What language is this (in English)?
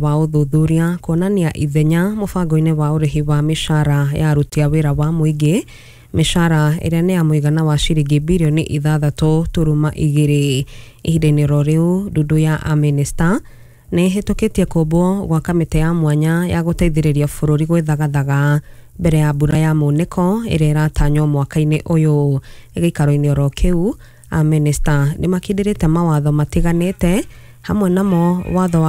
Kikuyu